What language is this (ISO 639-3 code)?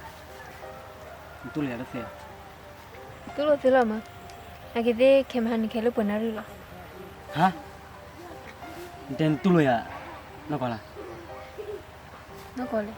ksw